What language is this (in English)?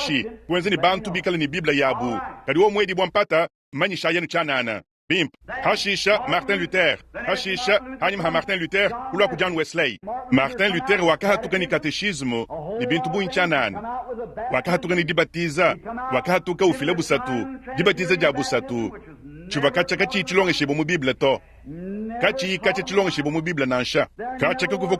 Luba-Lulua